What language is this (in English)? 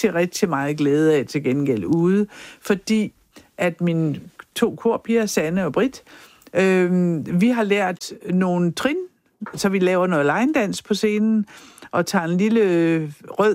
Danish